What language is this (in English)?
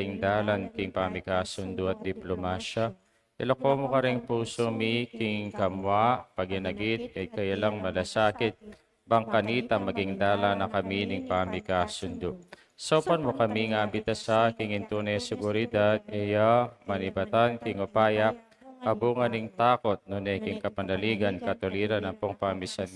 Pampanga